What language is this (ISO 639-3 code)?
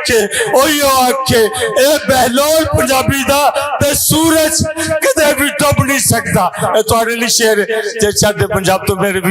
lah